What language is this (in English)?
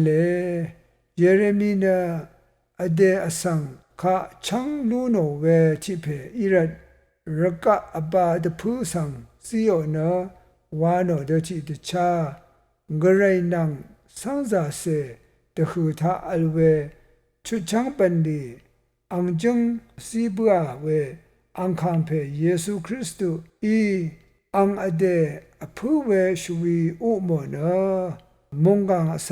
Rawang